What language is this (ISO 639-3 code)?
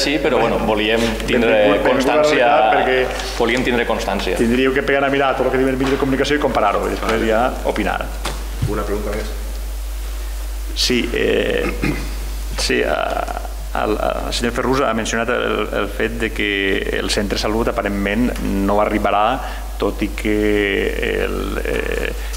cat